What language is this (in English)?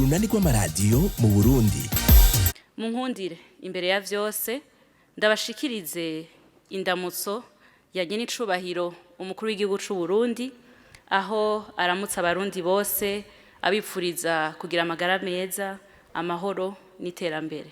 Rundi